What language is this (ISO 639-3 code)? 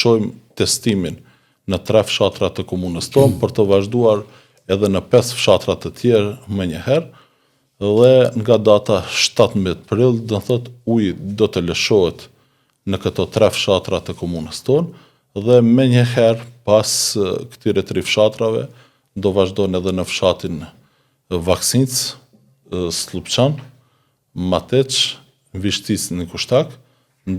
sqi